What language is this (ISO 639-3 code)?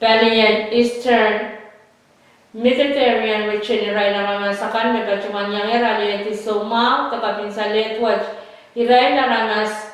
pon